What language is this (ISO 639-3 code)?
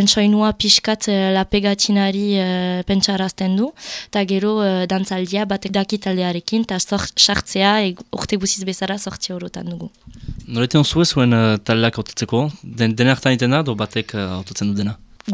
eus